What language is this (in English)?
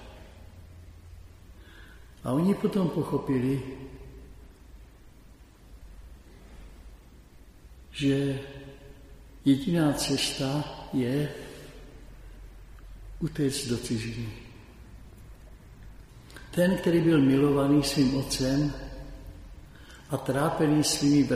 Czech